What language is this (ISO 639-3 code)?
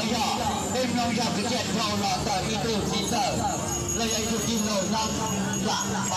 hmn